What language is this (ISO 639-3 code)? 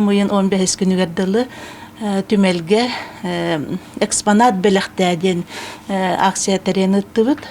sah